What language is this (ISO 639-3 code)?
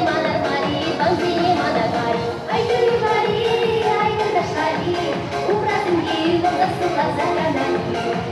chv